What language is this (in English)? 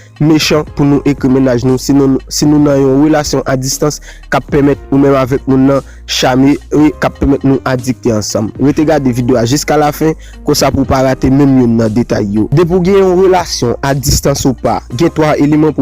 Haitian Creole